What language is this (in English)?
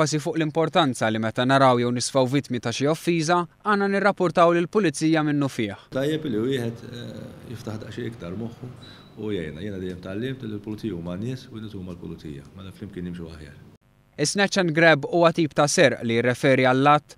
Maltese